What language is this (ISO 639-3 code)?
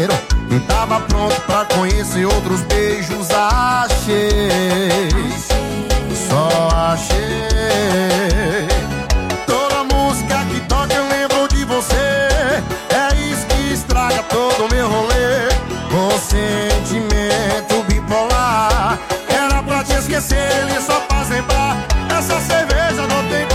por